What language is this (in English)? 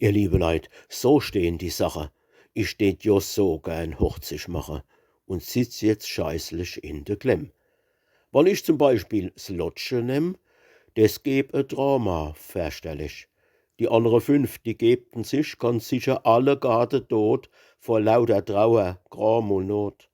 Palatine German